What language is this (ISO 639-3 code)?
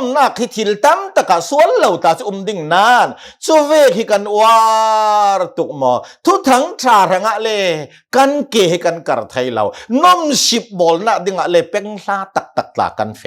cnh